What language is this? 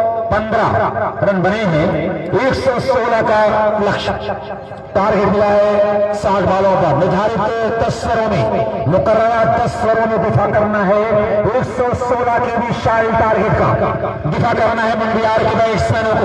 Hindi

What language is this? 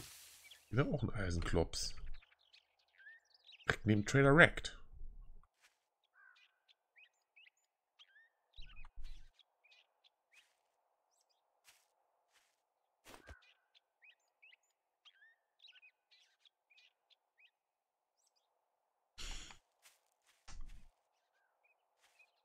German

